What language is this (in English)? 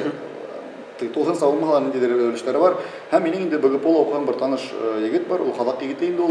Bashkir